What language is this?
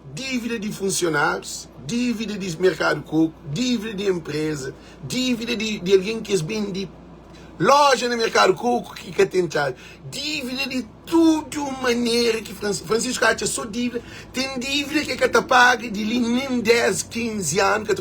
Kabuverdianu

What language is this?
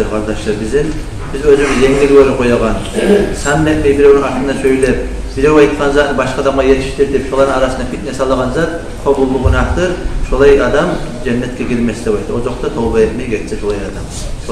Kumyk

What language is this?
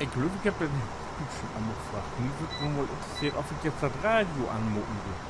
Low German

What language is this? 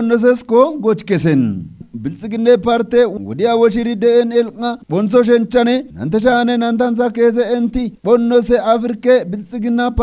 Kafa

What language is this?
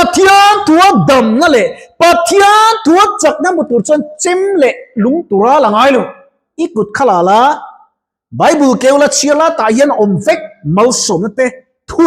Mizo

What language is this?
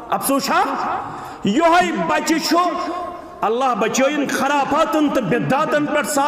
Kashmiri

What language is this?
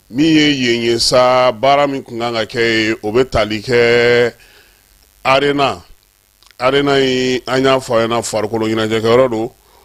Bambara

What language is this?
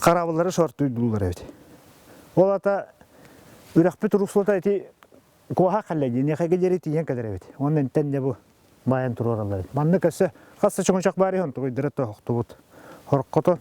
Yakut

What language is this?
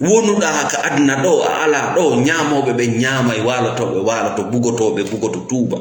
Fula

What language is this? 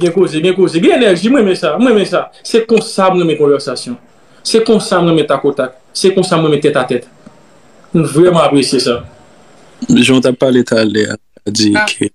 Haitian Creole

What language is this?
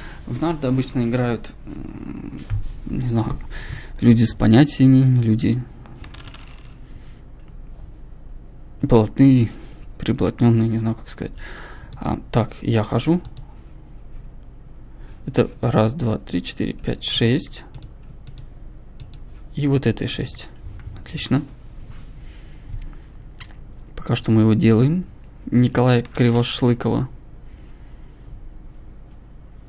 Russian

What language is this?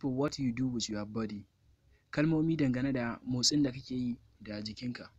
Hausa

